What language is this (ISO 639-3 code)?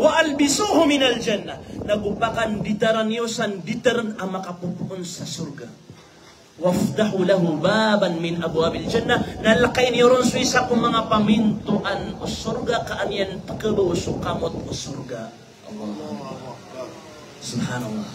mrw